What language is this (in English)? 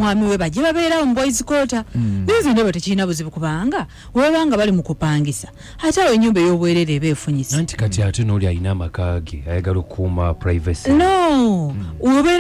Ganda